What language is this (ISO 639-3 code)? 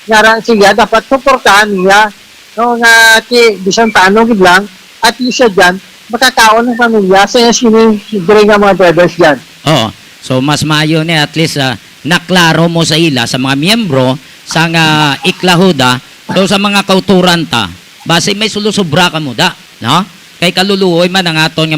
hil